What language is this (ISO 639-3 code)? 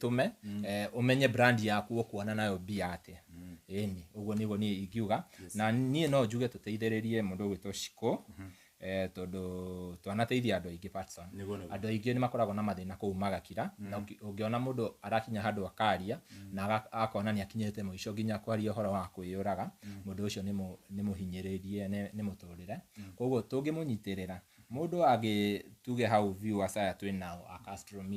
kik